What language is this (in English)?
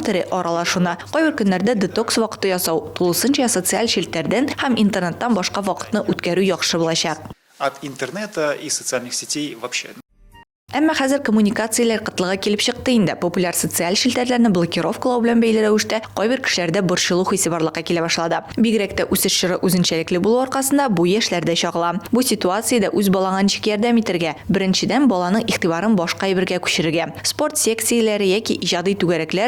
Tatar